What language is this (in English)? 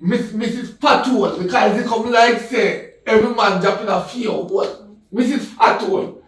Jamaican Creole English